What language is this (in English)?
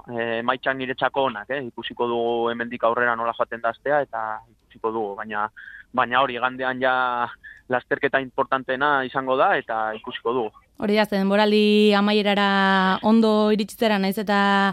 Basque